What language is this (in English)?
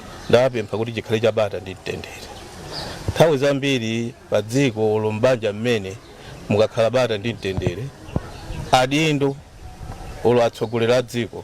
Nyanja